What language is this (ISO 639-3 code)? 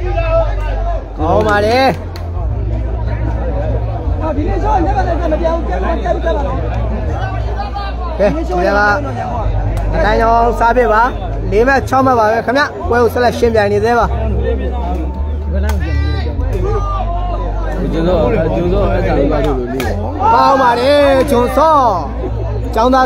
mya